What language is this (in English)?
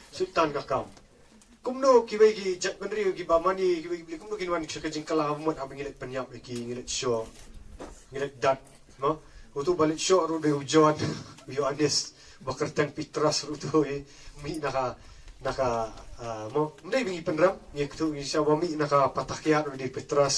Khasi